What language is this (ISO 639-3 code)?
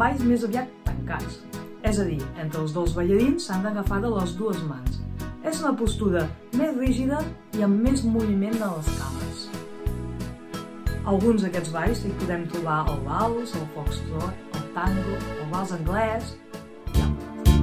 cat